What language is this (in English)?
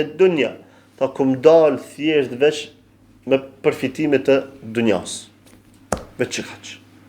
Albanian